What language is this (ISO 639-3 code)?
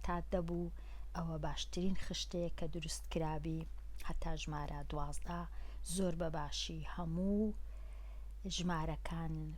ckb